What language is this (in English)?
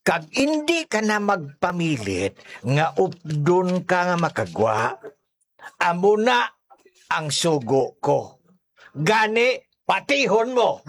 Hiligaynon